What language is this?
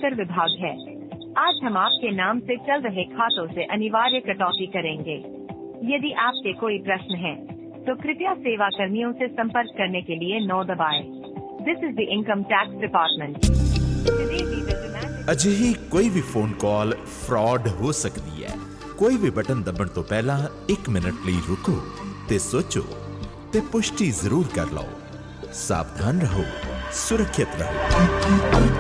Punjabi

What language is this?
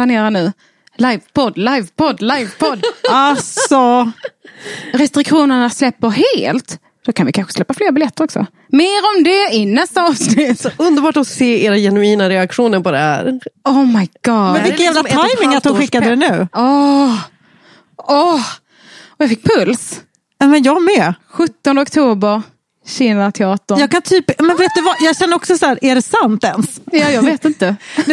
Swedish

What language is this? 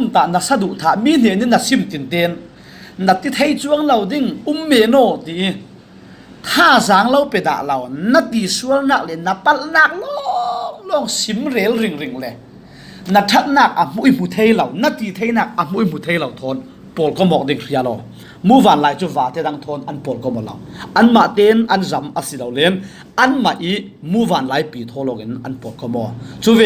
Falam Chin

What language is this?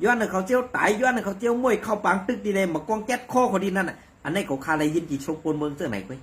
Shan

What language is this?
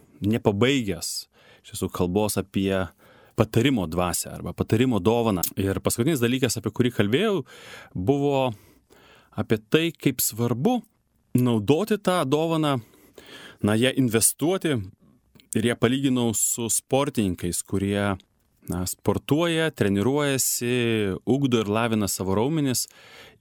Lithuanian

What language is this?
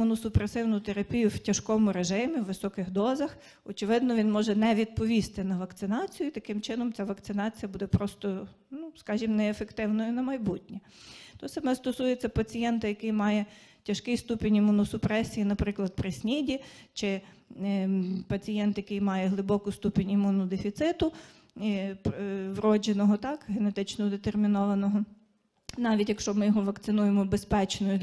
Ukrainian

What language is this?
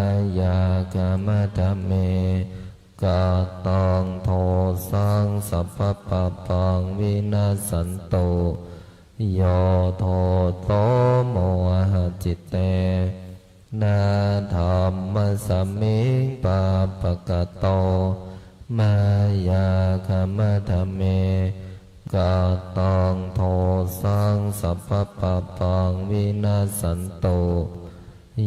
Pali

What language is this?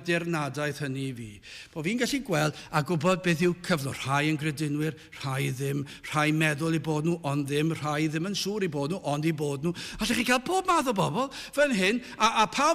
Welsh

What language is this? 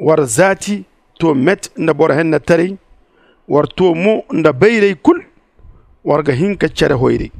Zarma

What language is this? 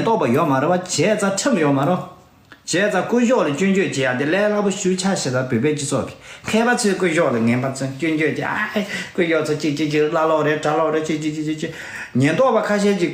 Tibetan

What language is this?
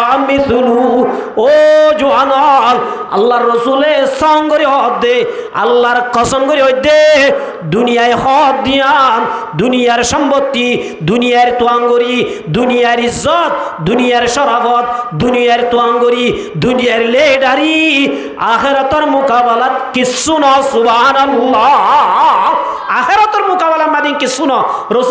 Rohingya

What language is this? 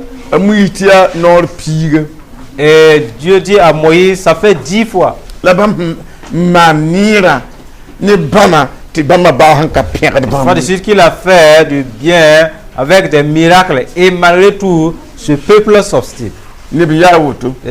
Mossi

